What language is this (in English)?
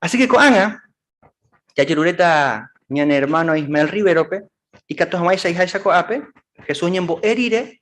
Guarani